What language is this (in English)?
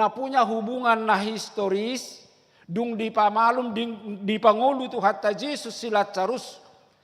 Batak Toba